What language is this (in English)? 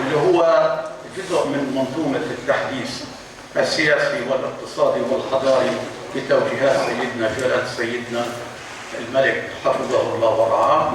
North Levantine Arabic